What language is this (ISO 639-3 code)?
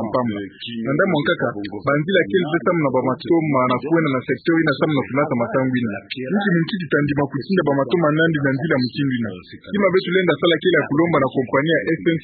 ktu